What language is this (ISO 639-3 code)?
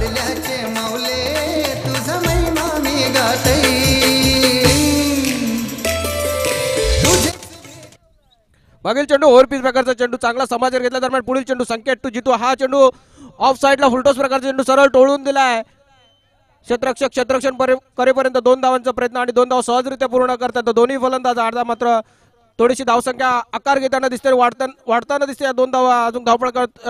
mar